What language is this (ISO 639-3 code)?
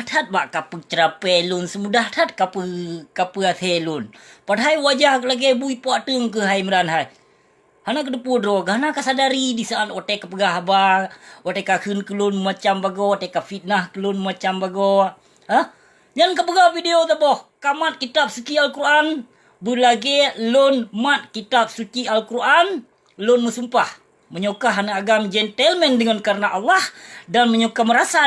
ace